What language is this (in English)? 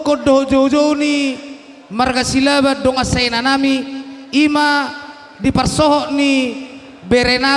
Batak Toba